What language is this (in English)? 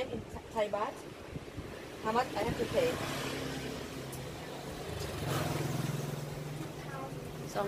Thai